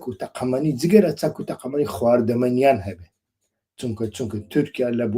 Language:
Central Kurdish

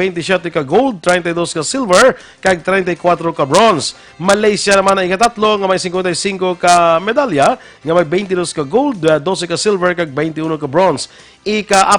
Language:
Hiligaynon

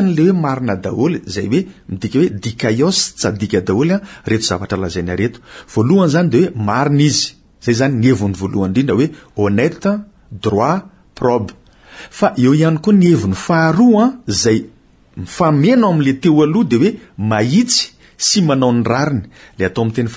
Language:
Malagasy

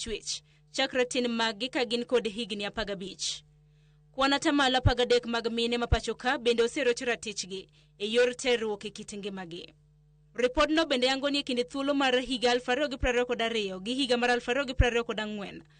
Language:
Luo (Kenya and Tanzania)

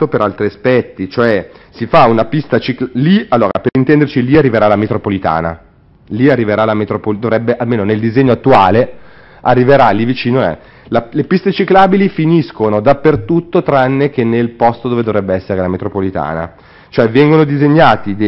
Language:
Italian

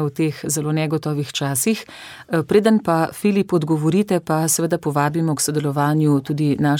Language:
Slovenian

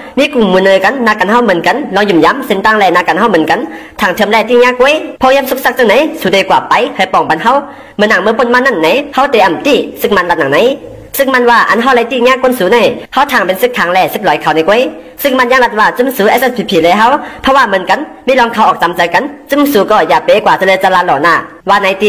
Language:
Shan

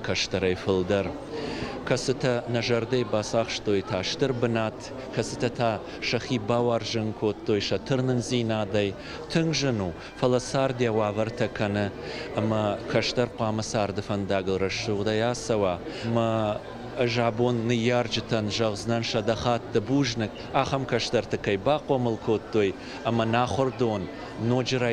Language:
Ossetic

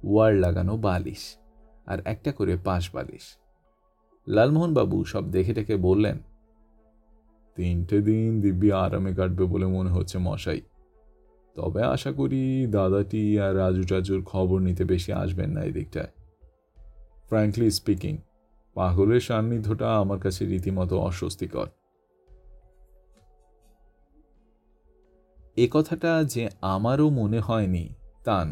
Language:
Bangla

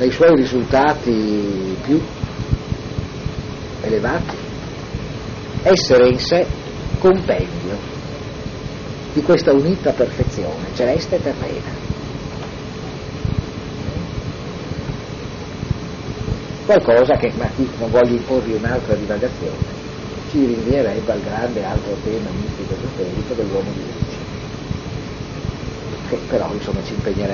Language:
Italian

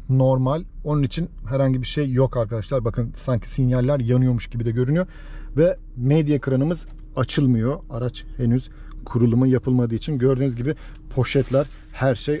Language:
Turkish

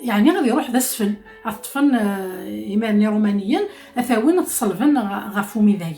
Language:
Kabyle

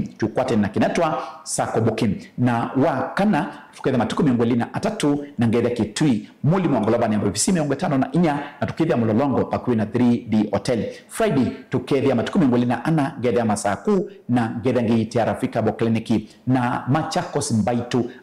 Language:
Kamba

